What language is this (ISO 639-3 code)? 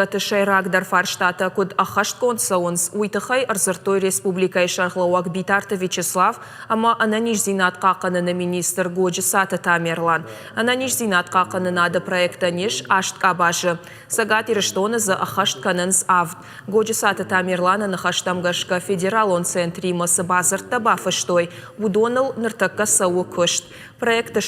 oss